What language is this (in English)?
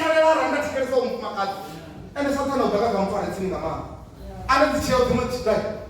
Venda